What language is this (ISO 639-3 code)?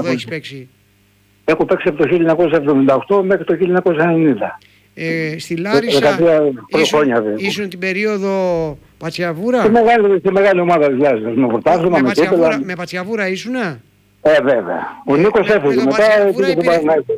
ell